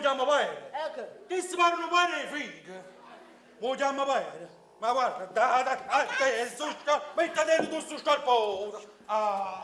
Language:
Neapolitan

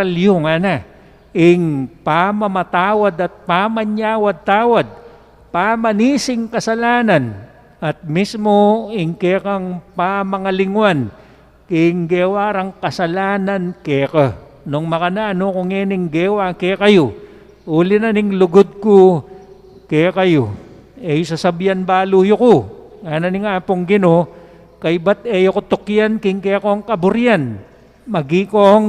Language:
Pampanga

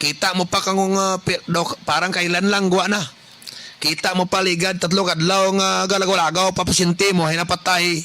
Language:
Kinaray-a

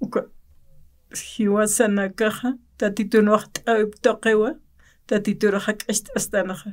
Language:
Aymara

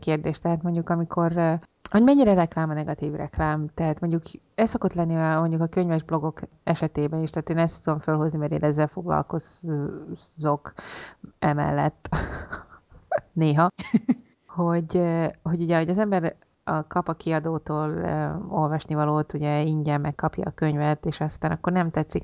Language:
Hungarian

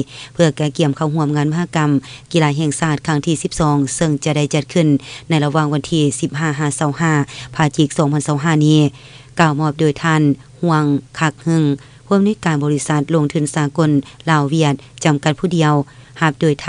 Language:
Lao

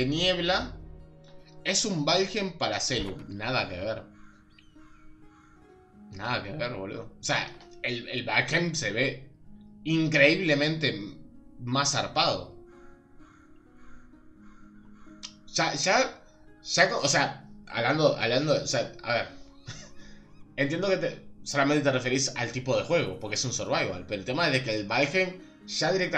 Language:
Spanish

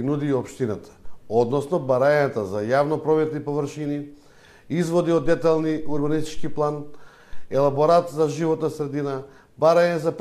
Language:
Macedonian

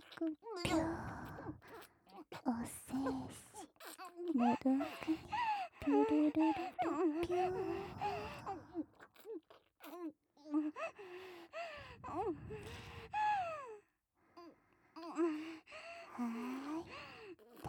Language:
Japanese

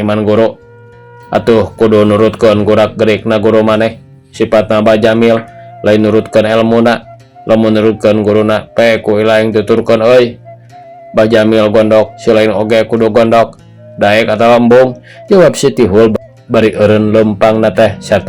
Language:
Sundanese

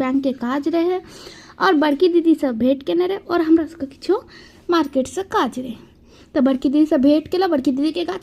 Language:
Maithili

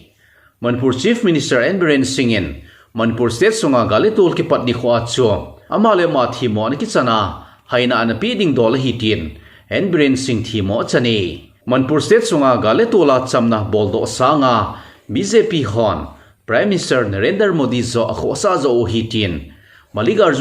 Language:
Thado Chin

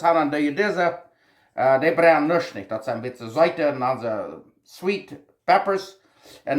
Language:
Plautdietsch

